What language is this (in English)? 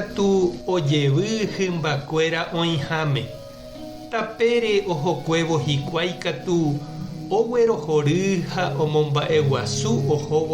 Guarani